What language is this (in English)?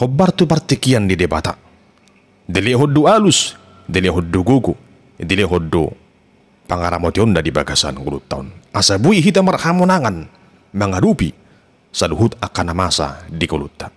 Batak Toba